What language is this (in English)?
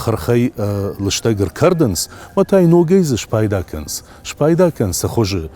Ossetic